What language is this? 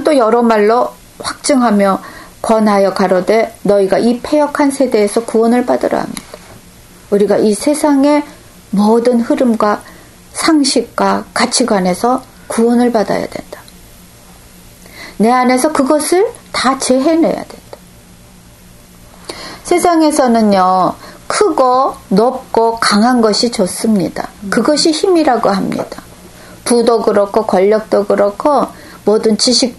Korean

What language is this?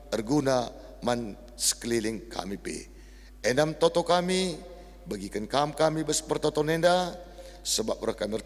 Batak Karo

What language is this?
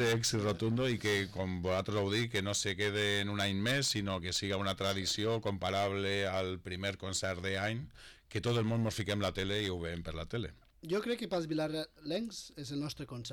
Catalan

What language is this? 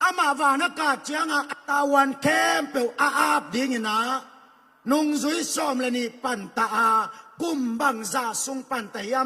Tedim Chin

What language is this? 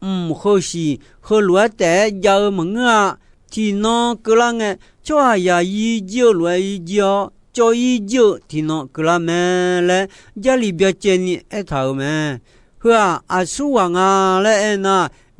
Akha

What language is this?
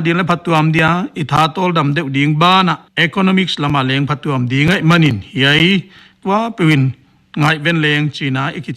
Paite Chin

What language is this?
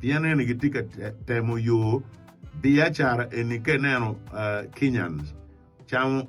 Acoli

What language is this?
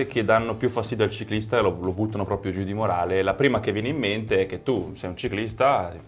Italian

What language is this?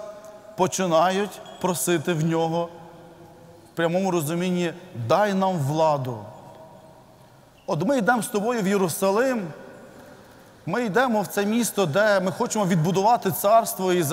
Ukrainian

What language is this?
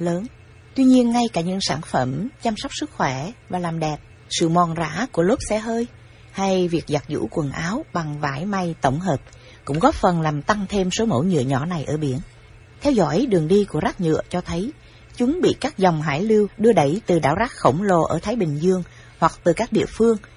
Vietnamese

